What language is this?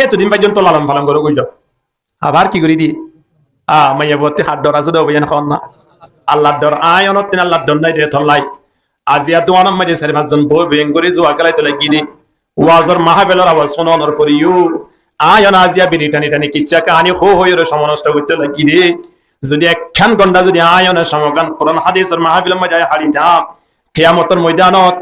Rohingya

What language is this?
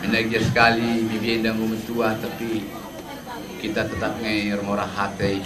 Batak Karo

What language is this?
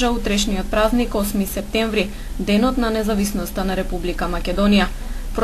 Macedonian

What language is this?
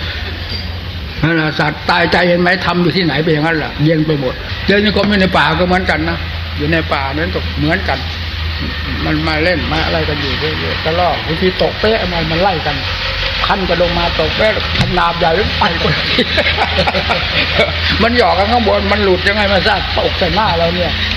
Thai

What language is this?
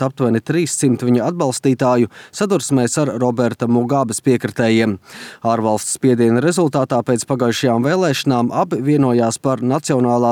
Latvian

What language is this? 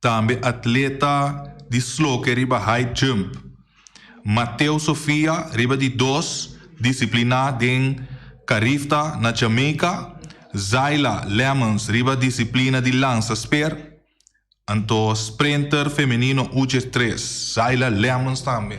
Papiamento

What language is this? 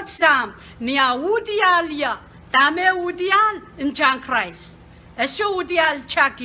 Pohnpeian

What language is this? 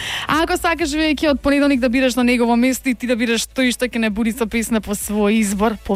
Macedonian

